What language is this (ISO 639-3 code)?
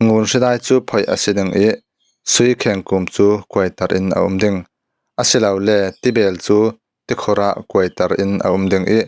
cfm